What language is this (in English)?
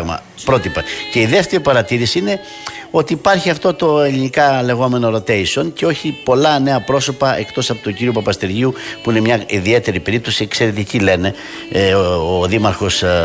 Greek